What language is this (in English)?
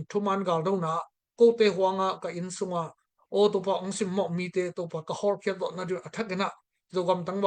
Tedim Chin